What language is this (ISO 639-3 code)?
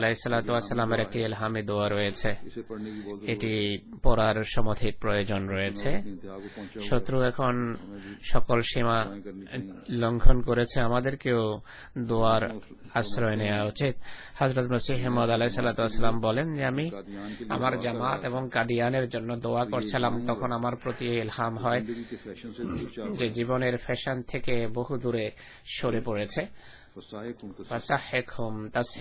ben